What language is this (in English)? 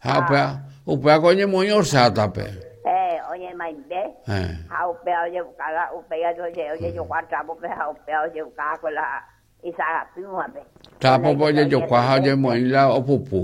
Guarani